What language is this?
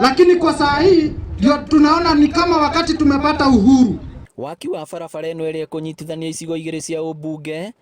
Kikuyu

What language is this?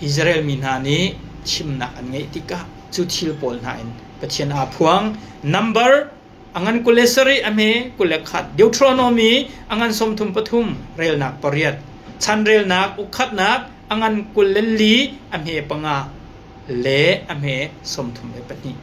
Hakha Chin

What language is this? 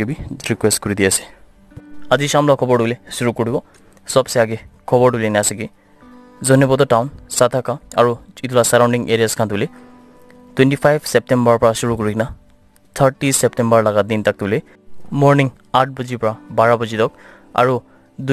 Naga Pidgin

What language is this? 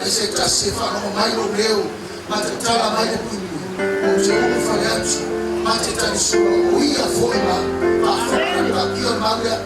Samoan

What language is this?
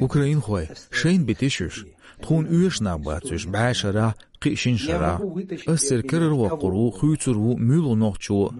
Chechen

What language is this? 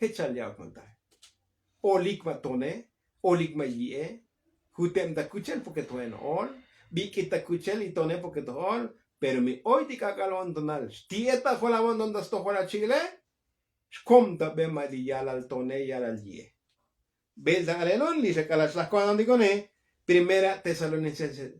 Tzotzil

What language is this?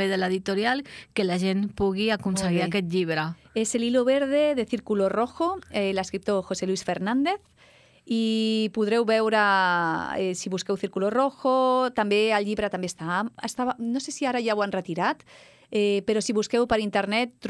Catalan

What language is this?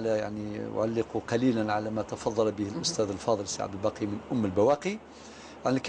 Algerian Arabic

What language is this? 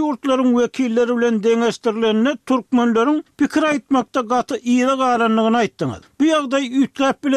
Turkmen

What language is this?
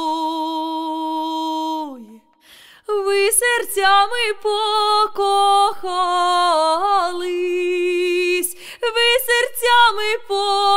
Ukrainian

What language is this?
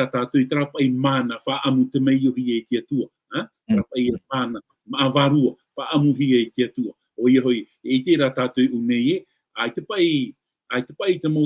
Tahitian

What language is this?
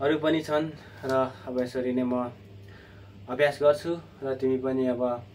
Nepali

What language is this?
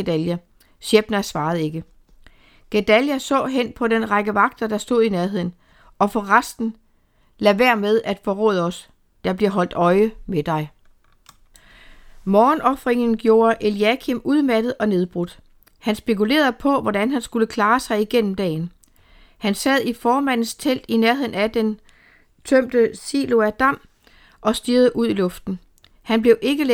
Danish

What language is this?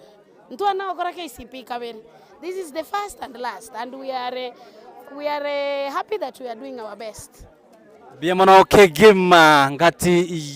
Gusii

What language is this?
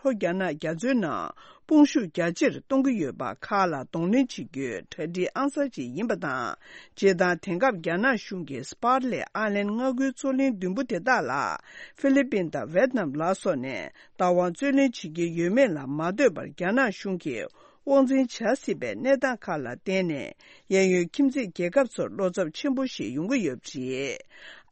Tibetan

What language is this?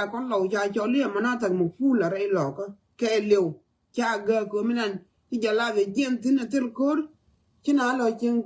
Nuer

